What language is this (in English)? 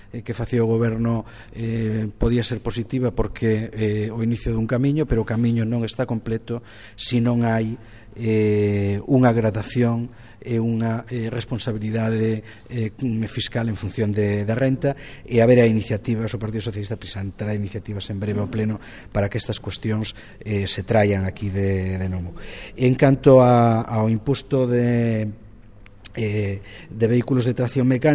Galician